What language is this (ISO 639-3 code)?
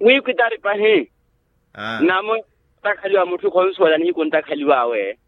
vmw